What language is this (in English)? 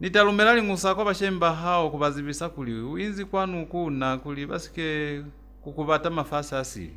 Lozi